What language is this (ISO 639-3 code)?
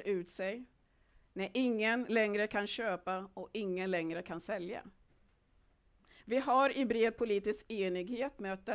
swe